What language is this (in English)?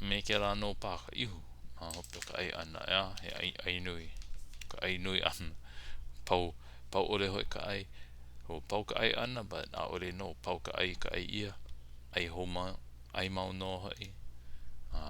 Hawaiian